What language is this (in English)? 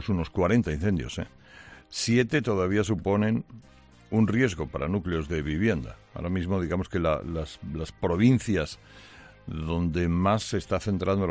Spanish